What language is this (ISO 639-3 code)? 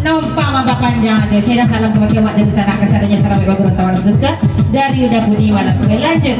min